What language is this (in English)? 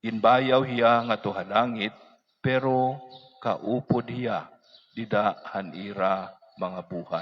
Waray